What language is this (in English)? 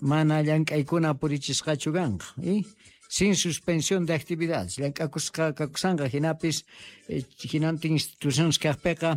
Quechua